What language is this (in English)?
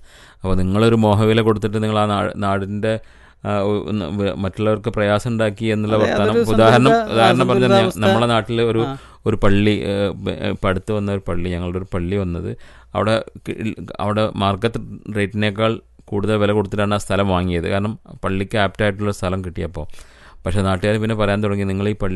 Malayalam